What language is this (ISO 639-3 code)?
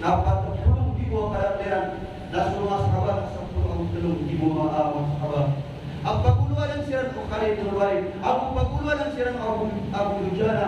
mrw